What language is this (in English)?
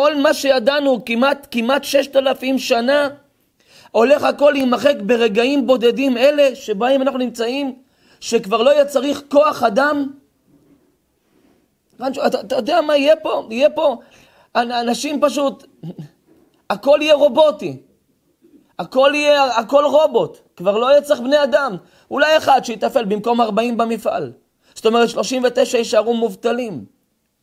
Hebrew